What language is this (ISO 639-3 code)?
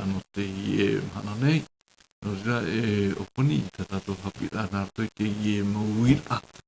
tah